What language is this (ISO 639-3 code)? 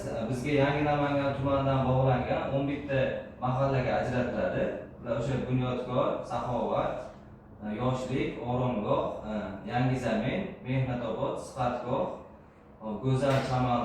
uzb